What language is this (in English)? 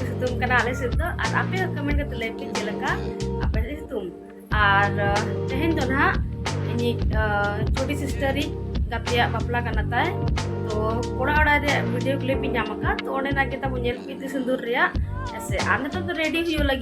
Santali